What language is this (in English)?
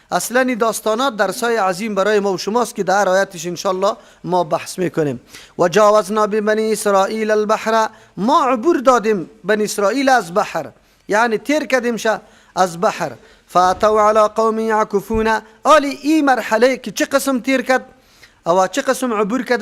Persian